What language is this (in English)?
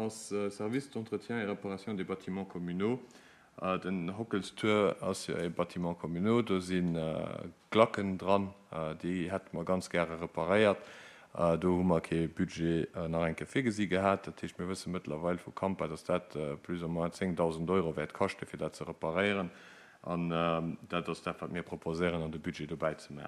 Luxembourgish